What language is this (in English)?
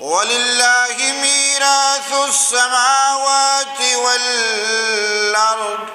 Eastern Balochi